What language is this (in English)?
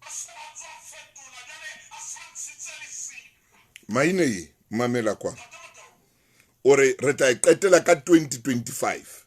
Southern Sotho